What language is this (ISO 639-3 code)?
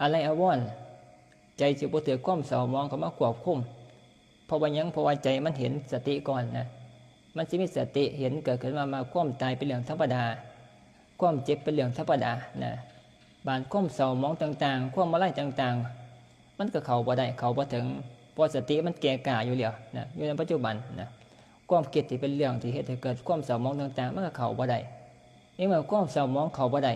tts